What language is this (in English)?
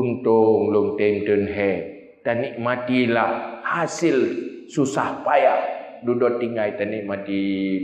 Achinese